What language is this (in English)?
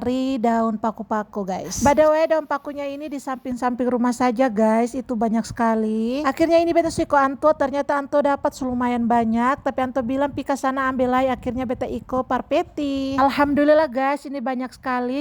Ambonese Malay